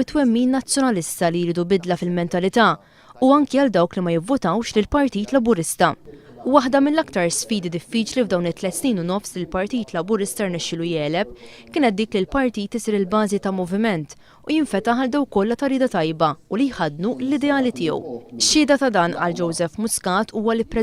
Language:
Maltese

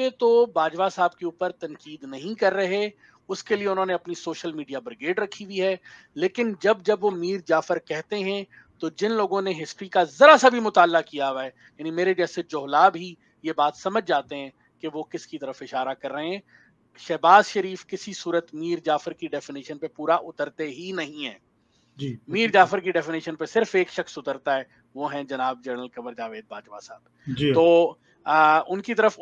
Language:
Urdu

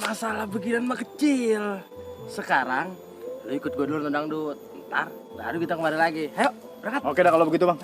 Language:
Betawi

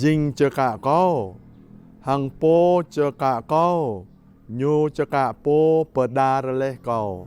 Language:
Jarai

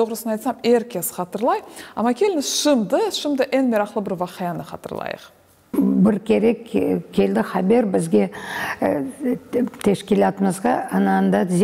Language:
Crimean Tatar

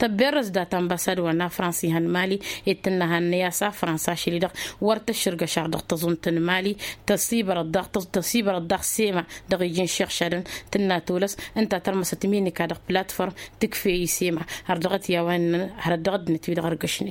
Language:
Tamasheq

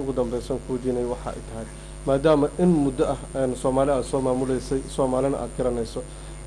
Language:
Somali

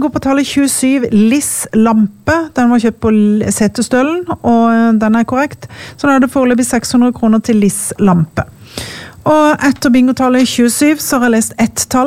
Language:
Norwegian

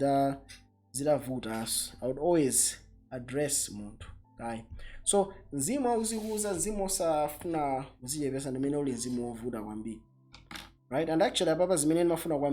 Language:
Nyanja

